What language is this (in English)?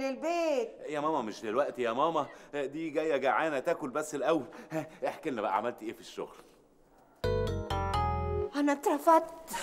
Egyptian Arabic